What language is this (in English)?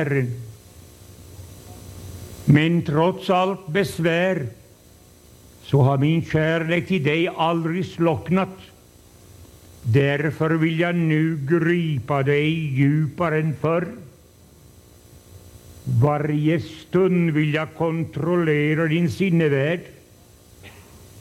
Swedish